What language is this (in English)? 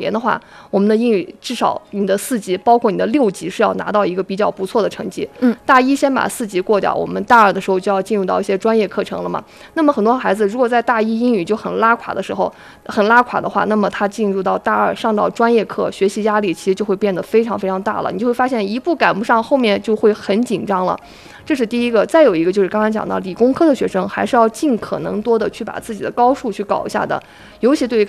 Chinese